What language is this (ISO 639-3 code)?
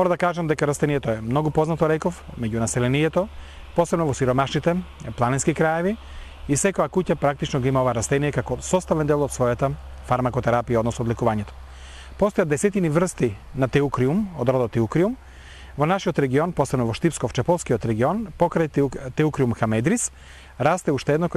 mkd